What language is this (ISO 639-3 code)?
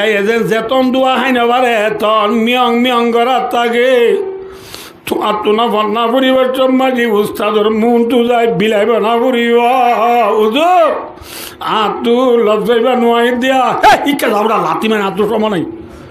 rhg